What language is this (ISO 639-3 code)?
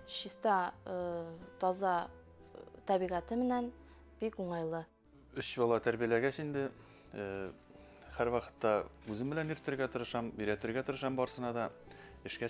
bak